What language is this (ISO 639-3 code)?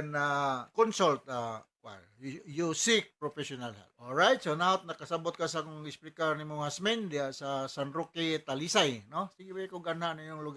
ceb